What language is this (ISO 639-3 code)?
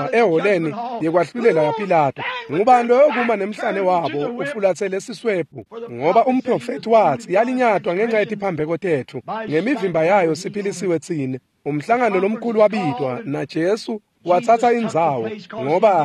ssw